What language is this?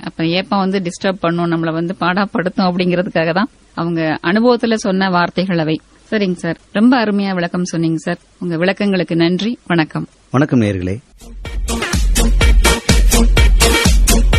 Tamil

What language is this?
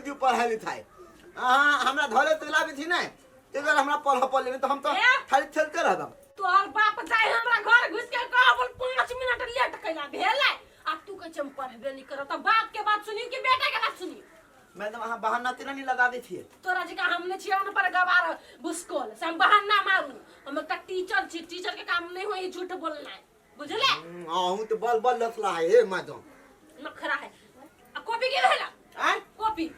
Maithili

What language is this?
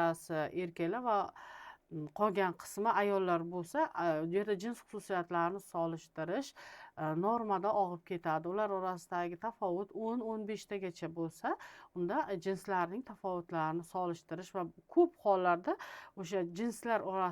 Uzbek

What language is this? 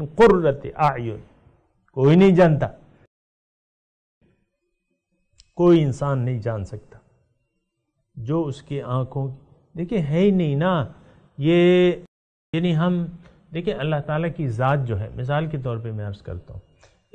Urdu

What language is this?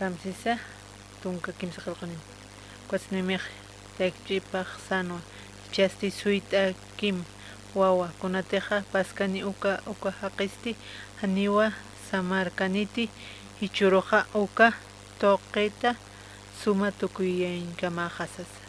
Aymara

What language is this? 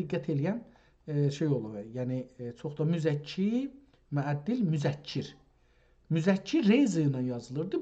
South Azerbaijani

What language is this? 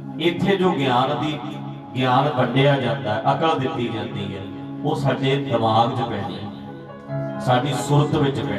Punjabi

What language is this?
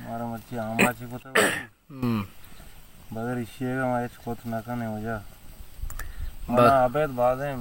Baluchi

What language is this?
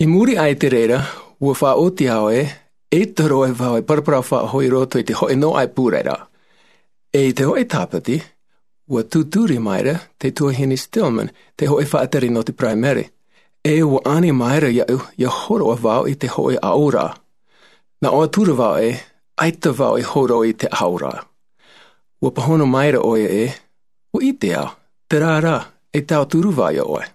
Tahitian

